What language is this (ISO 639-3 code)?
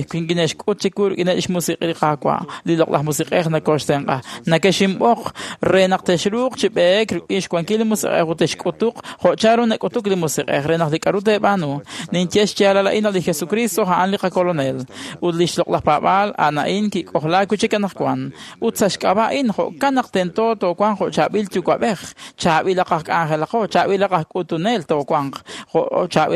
kek